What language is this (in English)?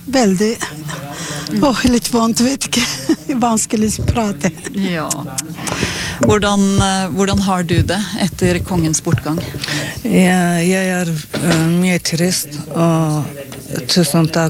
Norwegian